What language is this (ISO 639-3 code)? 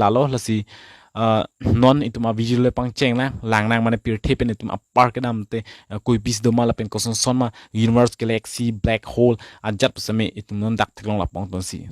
mjw